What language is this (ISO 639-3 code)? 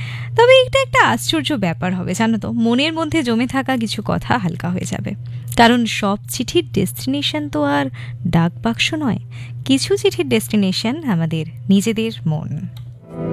ben